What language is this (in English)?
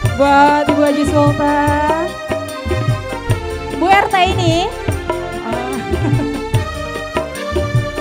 Indonesian